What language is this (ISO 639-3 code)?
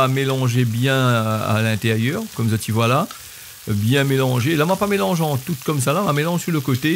rcf